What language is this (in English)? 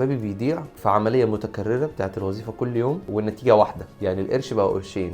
Egyptian Arabic